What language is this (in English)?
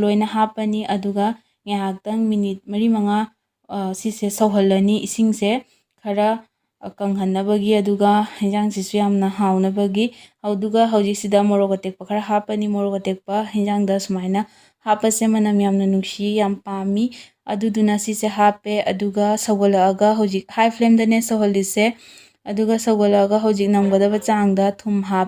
Manipuri